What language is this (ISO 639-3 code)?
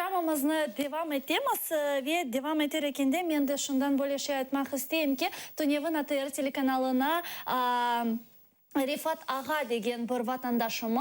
crh